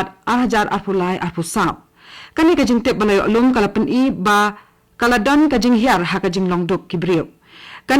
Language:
Khasi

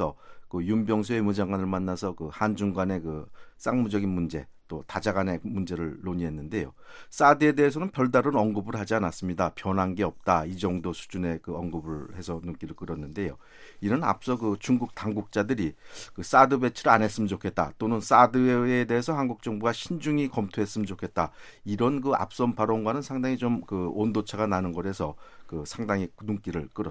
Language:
Korean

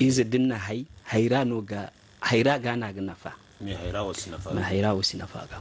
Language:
Zarma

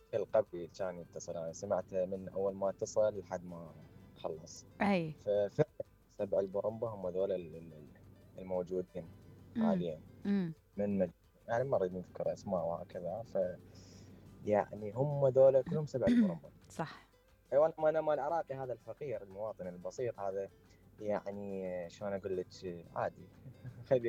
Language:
Mesopotamian Arabic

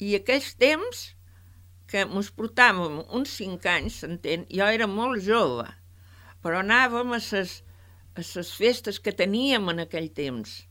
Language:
Catalan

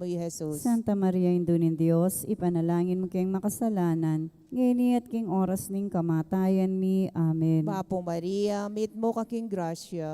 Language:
Pampanga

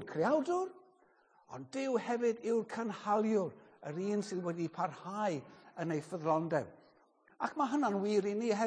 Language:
Welsh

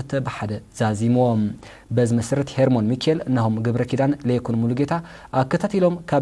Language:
Tigrinya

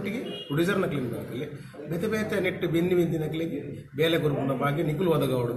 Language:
Tulu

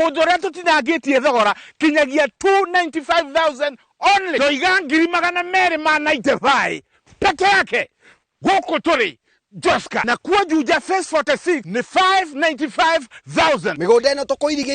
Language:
Kikuyu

